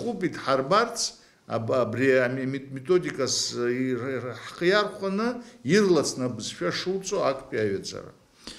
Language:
Abkhazian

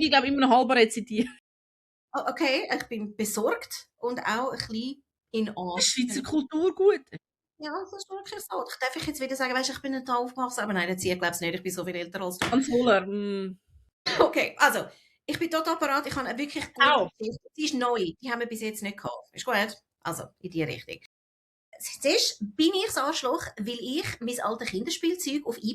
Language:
Swiss German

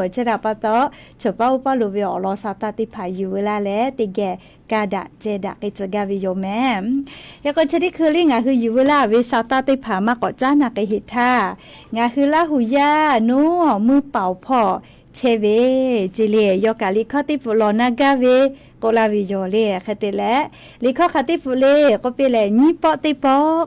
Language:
Lahu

